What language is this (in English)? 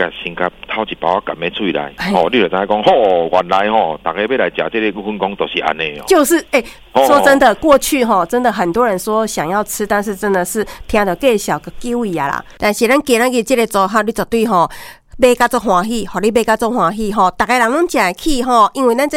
Min Nan Chinese